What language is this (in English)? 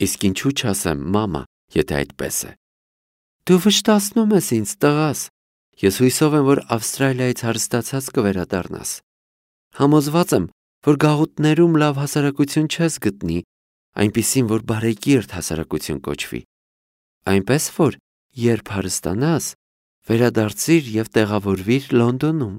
Armenian